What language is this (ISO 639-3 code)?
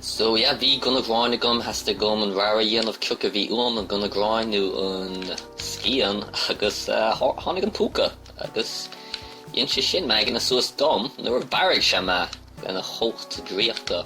gle